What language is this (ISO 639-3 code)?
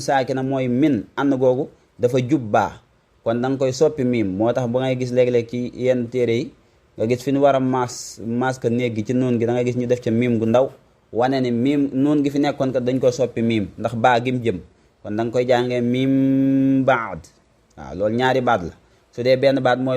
wol